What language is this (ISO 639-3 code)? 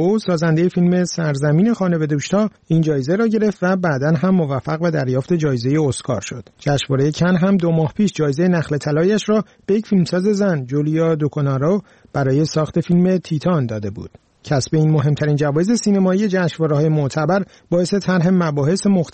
fas